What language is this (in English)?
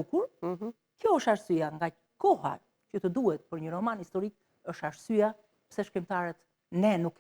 Albanian